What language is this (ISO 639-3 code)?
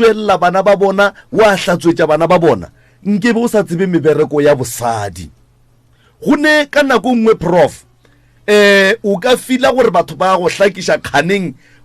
nso